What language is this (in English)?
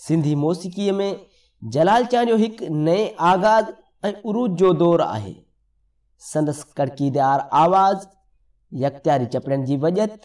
Sindhi